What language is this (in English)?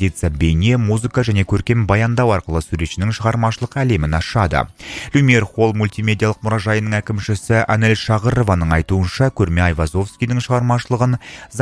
Kazakh